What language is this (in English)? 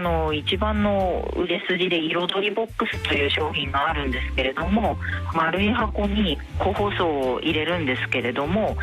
Japanese